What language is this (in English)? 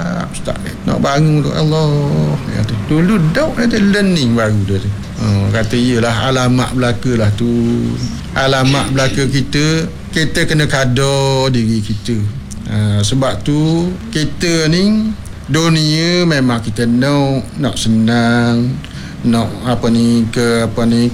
Malay